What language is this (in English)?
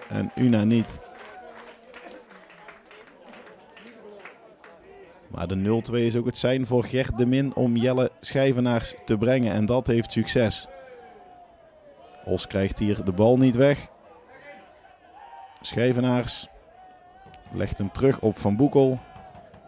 Dutch